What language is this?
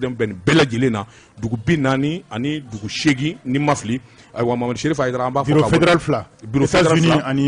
Bambara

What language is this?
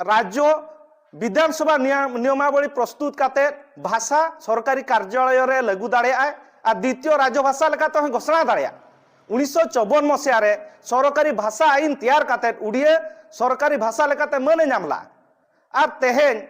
Santali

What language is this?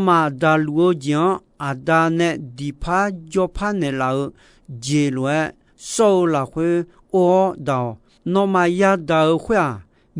Akha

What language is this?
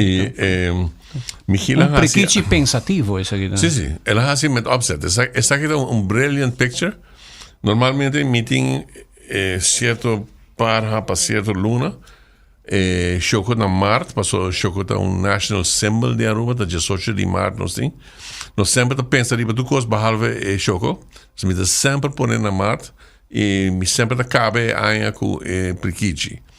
Papiamento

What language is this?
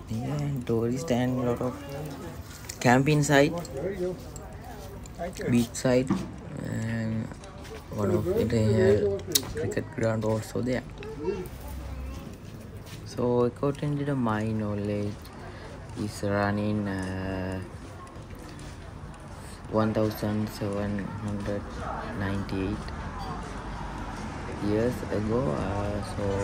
English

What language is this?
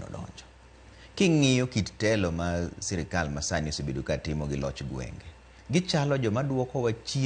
Luo (Kenya and Tanzania)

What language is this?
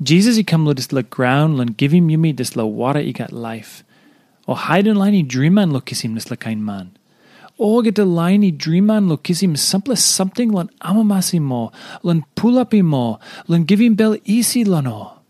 Tok Pisin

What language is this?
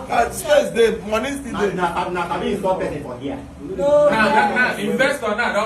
Nigerian Pidgin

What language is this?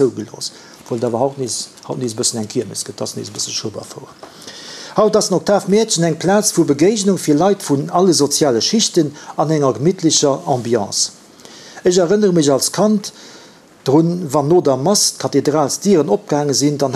Luxembourgish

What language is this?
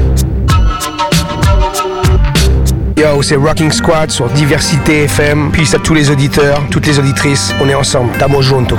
French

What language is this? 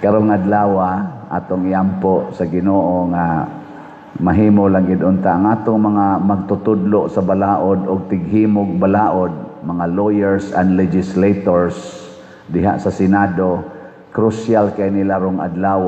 Cebuano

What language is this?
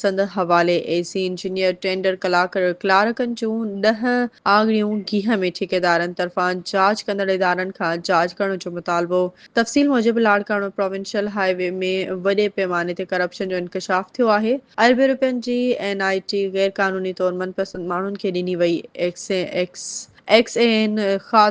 Sindhi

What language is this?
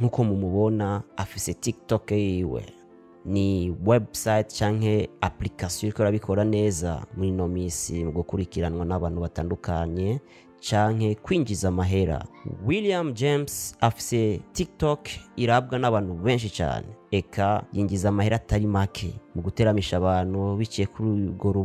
Rundi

